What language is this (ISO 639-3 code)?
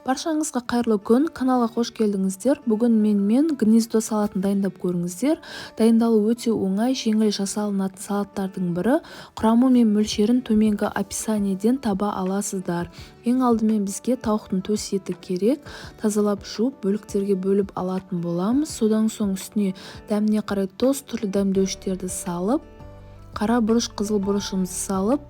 kaz